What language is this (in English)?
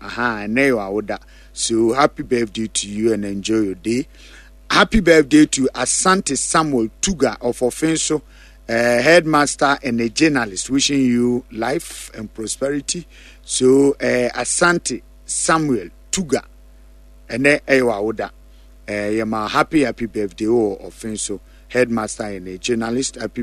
Akan